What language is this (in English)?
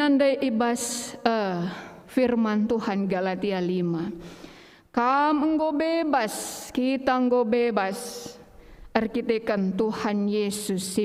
Batak Karo